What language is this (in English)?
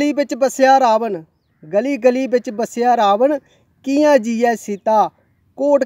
Dogri